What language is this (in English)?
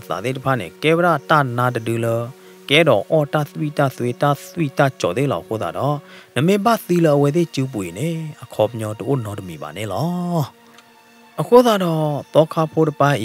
S'gaw Karen